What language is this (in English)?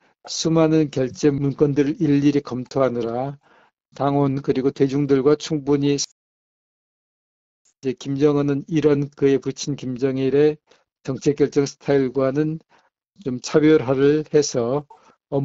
Korean